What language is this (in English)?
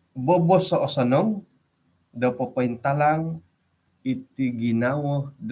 Central Dusun